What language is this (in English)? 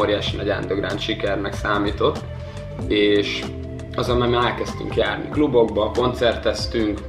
Hungarian